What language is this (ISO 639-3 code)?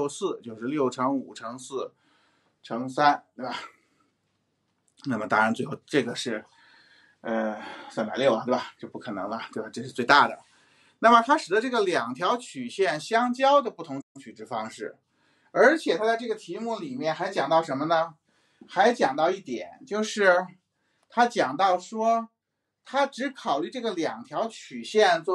zho